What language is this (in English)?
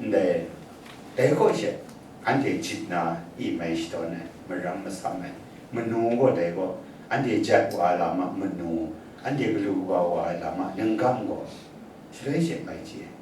Kachin